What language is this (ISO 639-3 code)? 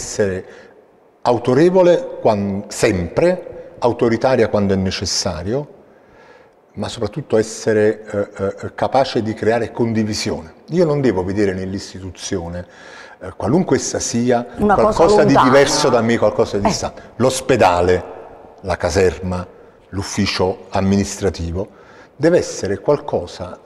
ita